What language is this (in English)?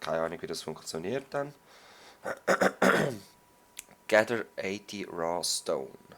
Swiss German